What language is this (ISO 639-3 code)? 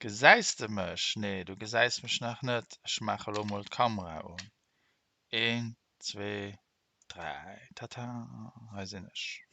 ltz